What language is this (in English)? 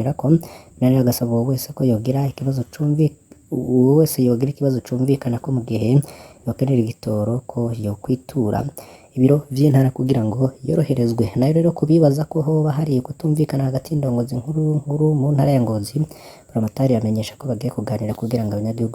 Rundi